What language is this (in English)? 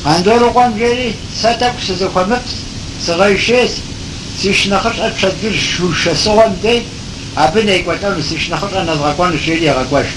Kabardian